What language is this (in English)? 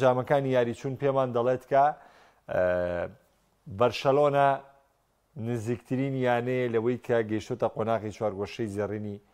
Central Kurdish